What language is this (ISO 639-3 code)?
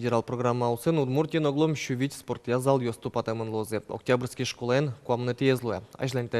udm